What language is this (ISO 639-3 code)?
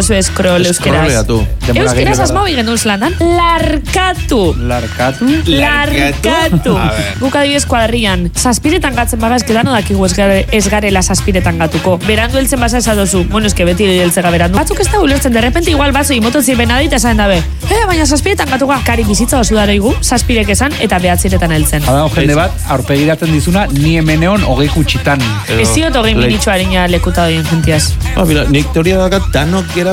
eus